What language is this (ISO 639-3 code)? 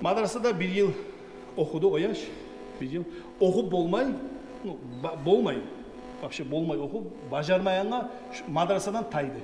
kum